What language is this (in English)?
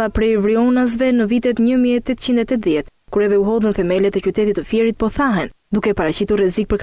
Albanian